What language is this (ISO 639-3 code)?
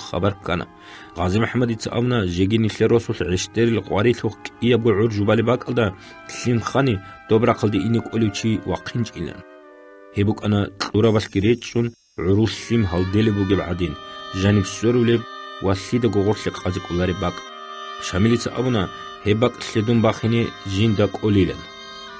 ava